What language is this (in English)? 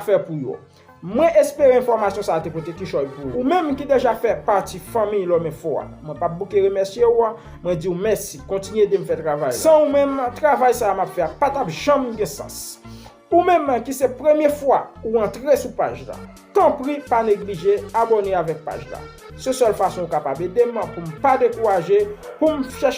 Haitian Creole